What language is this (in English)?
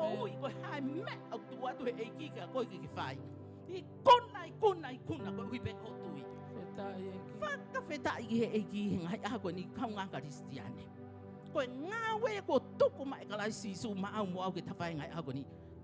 Tongan